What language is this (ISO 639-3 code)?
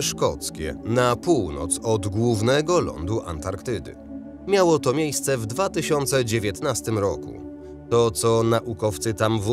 pol